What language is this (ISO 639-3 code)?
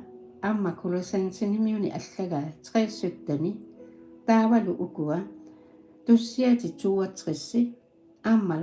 kal